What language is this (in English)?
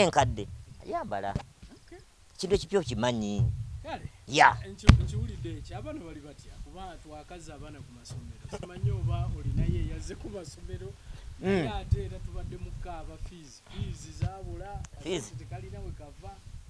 Ganda